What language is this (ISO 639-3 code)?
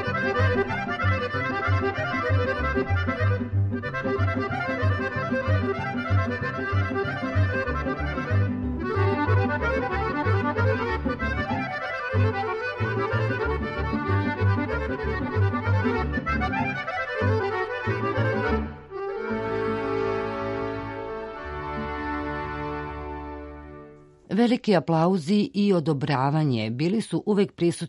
srp